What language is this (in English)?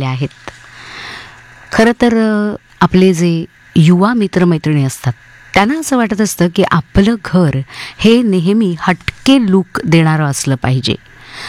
Marathi